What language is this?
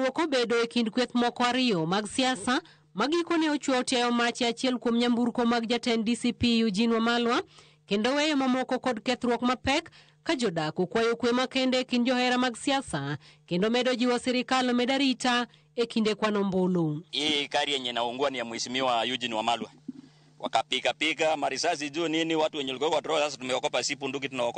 Luo (Kenya and Tanzania)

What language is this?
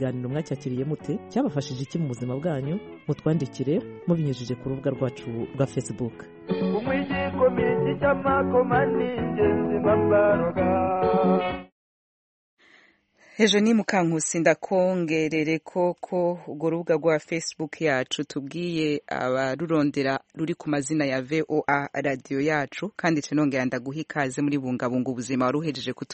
Kinyarwanda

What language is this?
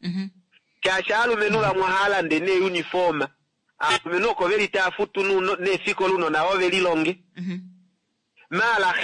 Kuanyama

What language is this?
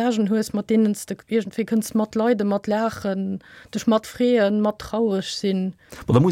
Luxembourgish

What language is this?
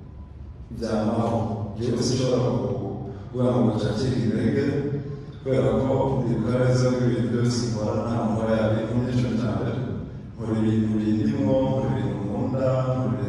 Kinyarwanda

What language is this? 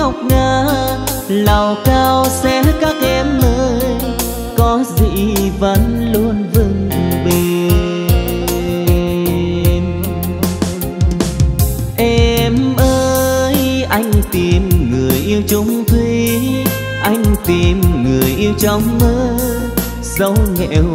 Vietnamese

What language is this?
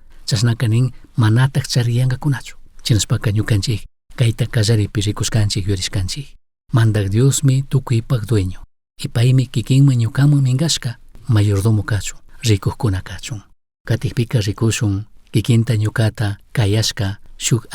Chimborazo Highland Quichua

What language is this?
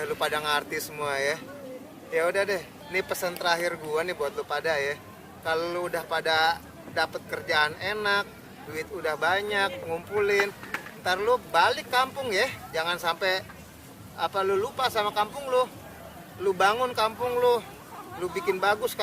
Betawi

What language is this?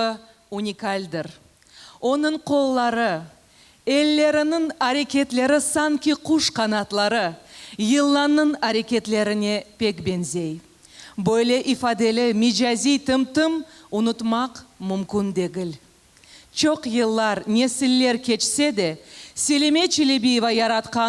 Crimean Tatar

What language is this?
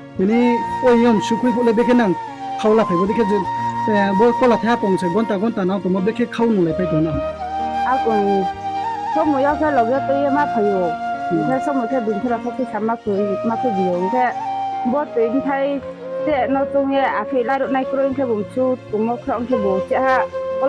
Riang (India)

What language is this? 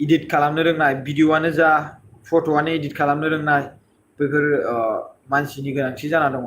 Bodo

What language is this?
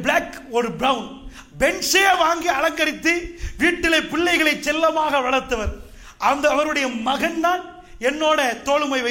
Tamil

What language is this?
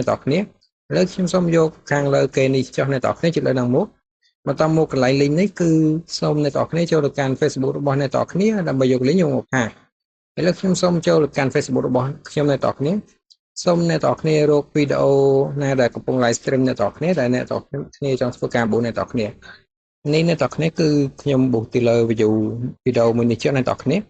Khmer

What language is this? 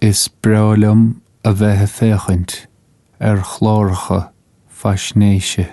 Irish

